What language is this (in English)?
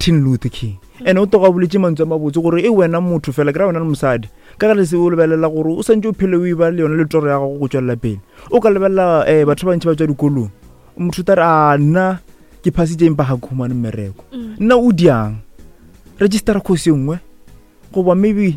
Northern Sotho